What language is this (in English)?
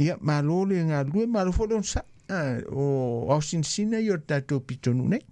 Samoan